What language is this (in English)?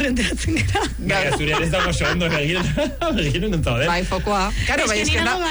Basque